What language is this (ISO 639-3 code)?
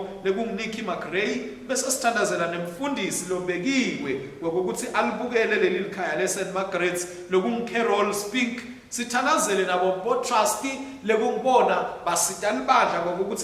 ssw